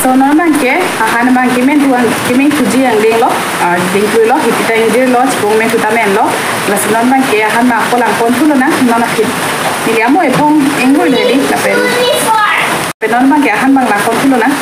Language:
Karbi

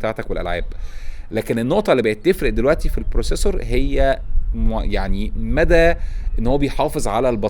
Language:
Egyptian Arabic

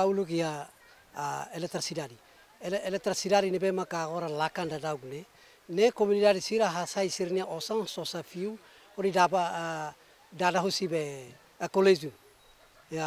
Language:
Tetum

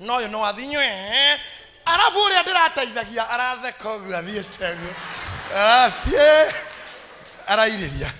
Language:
Kikuyu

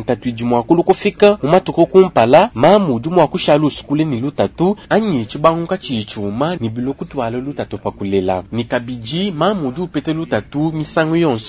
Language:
Luba-Lulua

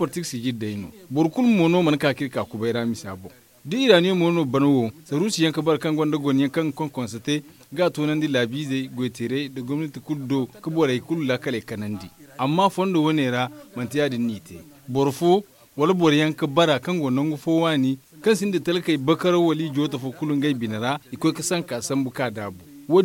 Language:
Zarma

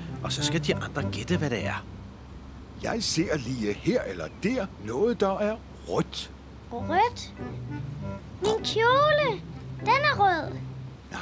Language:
Danish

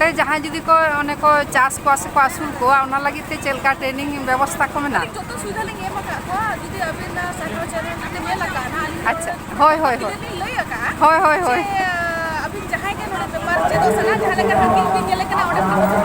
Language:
Santali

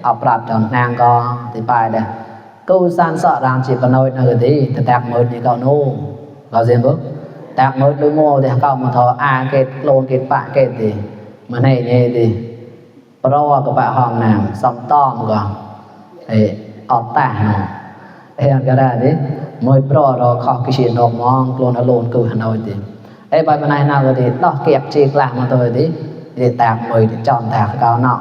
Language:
Mon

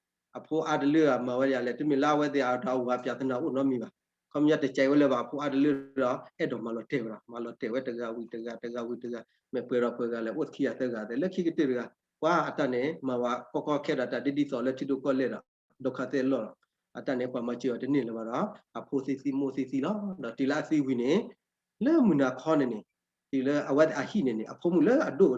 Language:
S'gaw Karen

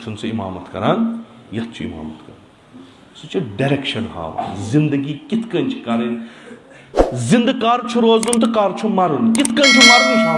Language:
Kashmiri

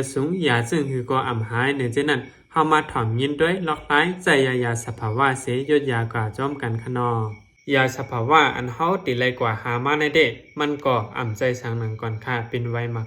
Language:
Shan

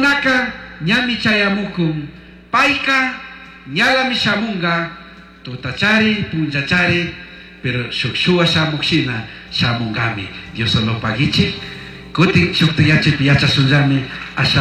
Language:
Chimborazo Highland Quichua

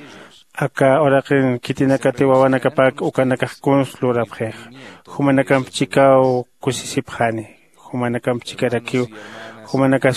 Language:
Aymara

